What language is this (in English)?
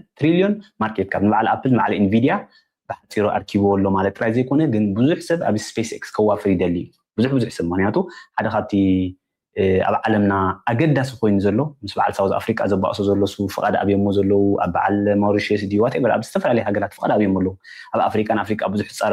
Tigrinya